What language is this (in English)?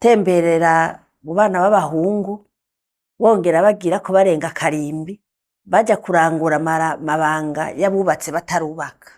Rundi